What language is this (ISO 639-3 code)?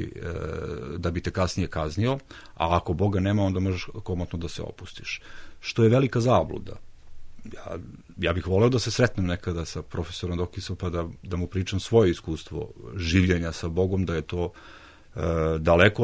srp